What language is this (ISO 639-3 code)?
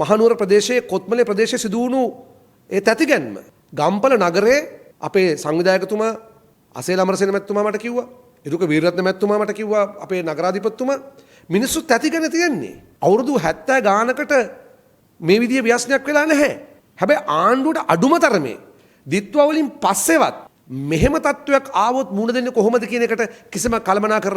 sin